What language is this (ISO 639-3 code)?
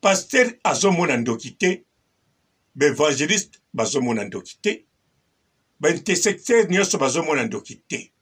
lin